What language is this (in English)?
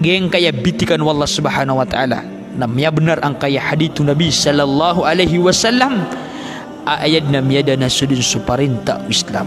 Maranao